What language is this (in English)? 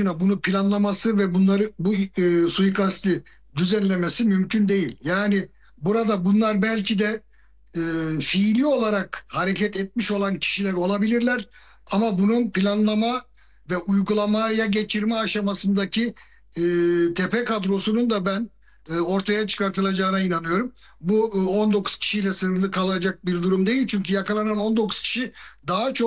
Turkish